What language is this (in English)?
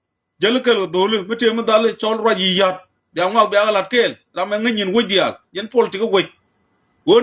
Nuer